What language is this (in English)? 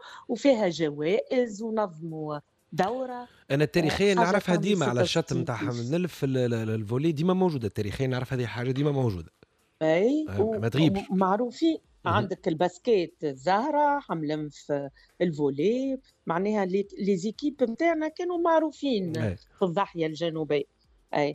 Tunisian Arabic